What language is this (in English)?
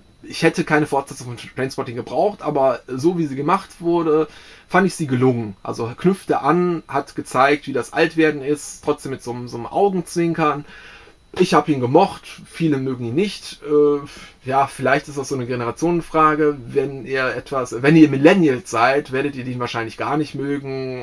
German